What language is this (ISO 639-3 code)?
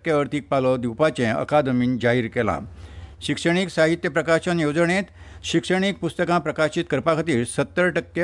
kok